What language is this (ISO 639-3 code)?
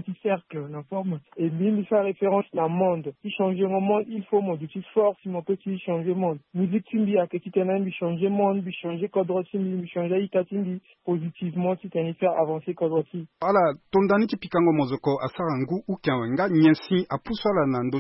sag